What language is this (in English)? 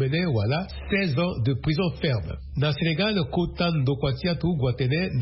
Sango